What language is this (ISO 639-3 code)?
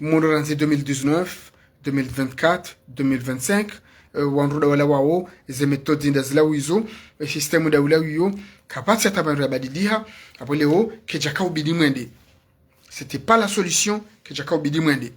zdj